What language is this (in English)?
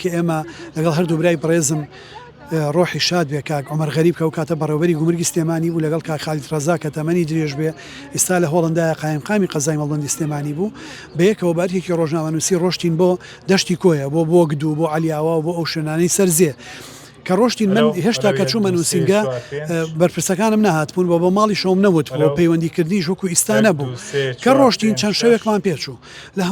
Central Kurdish